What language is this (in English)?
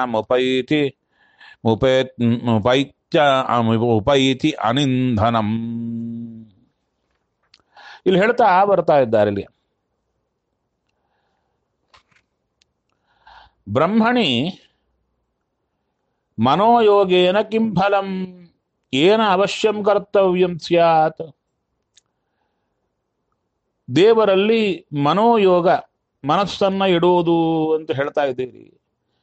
Kannada